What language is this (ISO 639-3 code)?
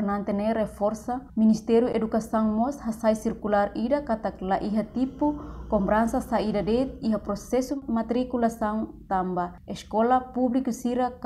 tet